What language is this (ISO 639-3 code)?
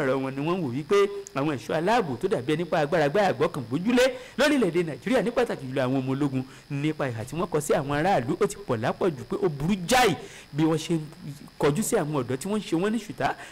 yor